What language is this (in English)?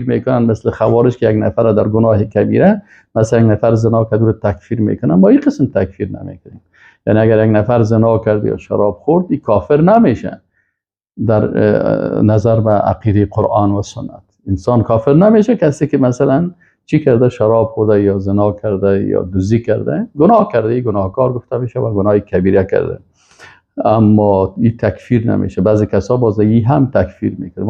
Persian